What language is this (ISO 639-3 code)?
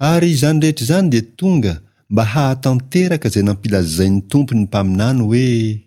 mlg